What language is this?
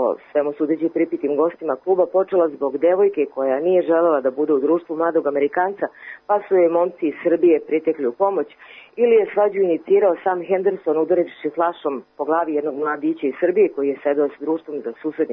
Serbian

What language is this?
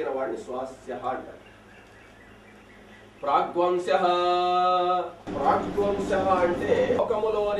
Telugu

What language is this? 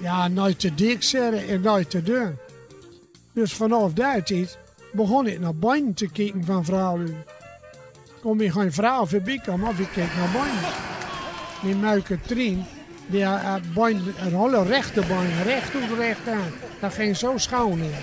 Gronings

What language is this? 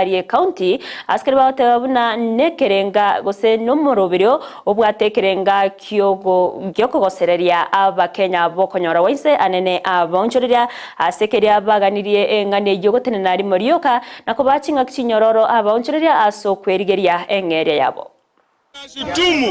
Gusii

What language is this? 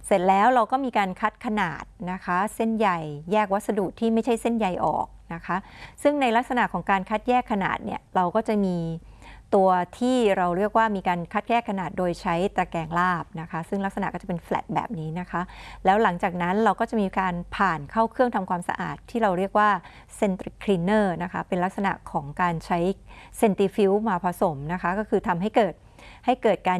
Thai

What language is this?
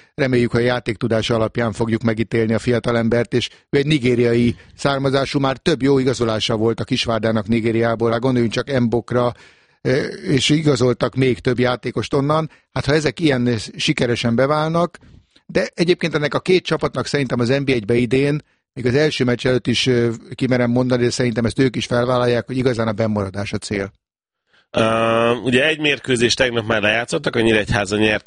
Hungarian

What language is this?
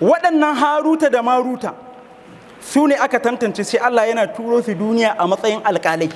Hausa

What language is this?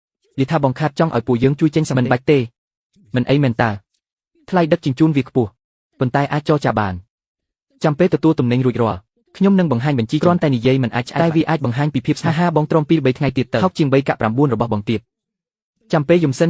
Khmer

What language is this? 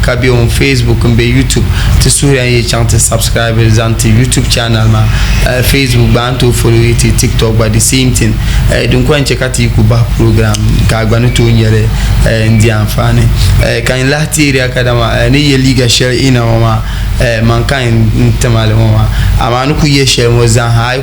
Dagbani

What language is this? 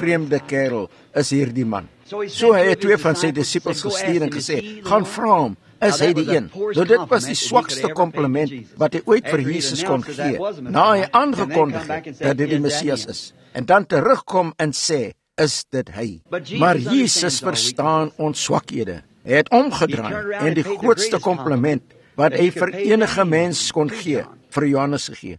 Afrikaans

